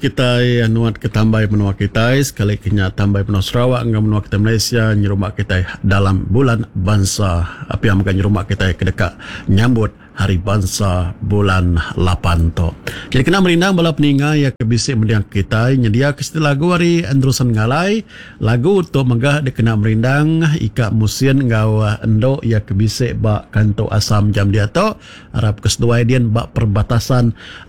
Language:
Iban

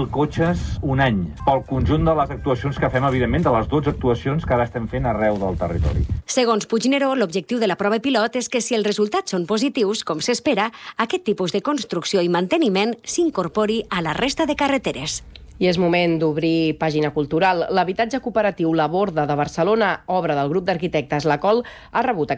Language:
Catalan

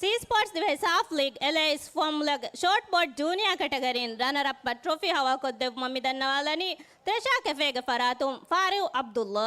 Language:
Divehi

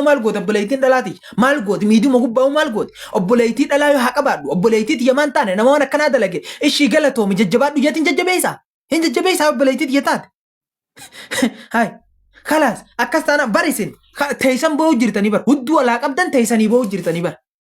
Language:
Oromo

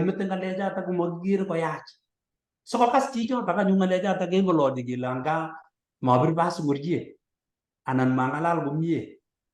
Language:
Kalenjin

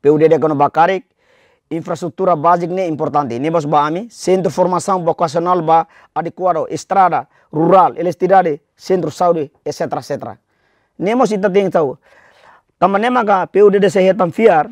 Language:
Tetum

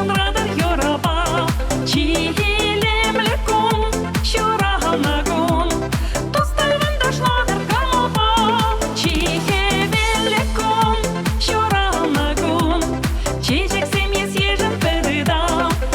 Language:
Chuvash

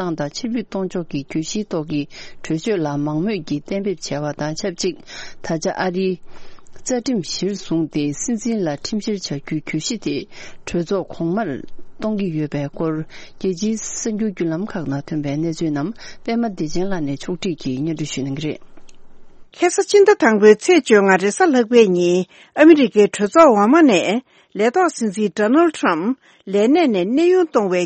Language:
Tibetan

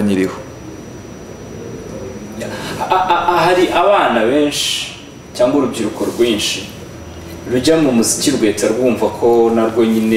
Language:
Kinyarwanda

